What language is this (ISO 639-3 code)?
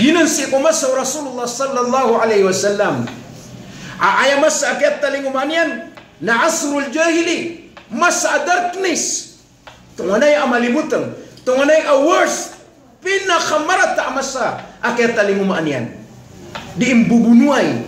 mrw